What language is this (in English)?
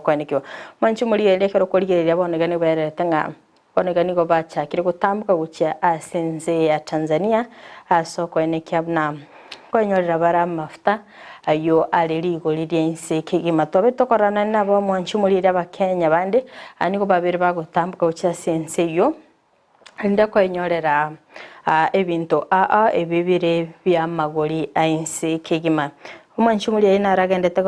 Gusii